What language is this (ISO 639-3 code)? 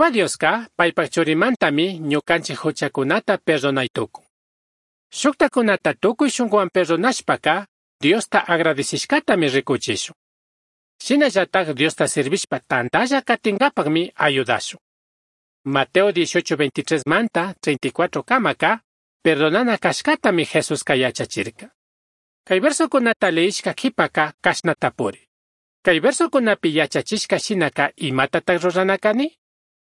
qug